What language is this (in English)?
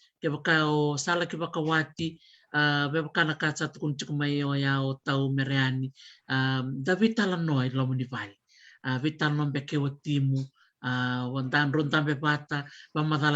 Fijian